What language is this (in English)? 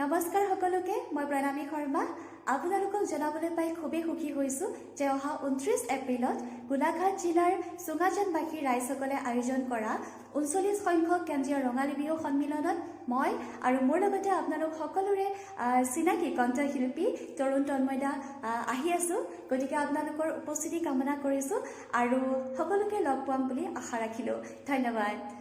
Assamese